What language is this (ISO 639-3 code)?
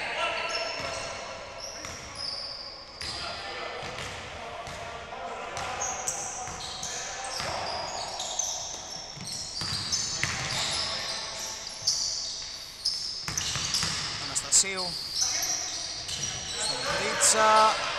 ell